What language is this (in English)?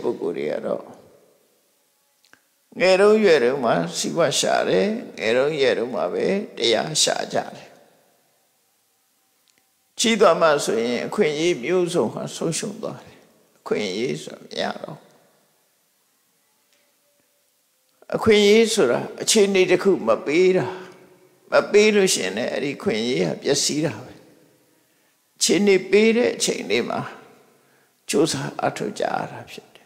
Burmese